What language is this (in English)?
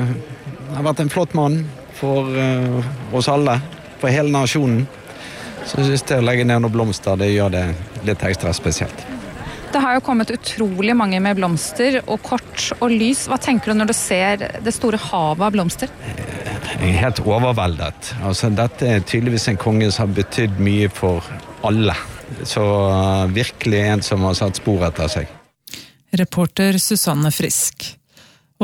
Norwegian